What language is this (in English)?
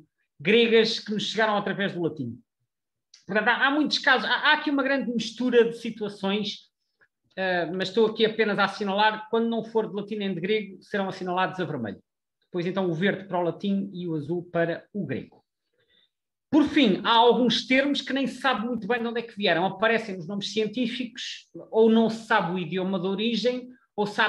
Portuguese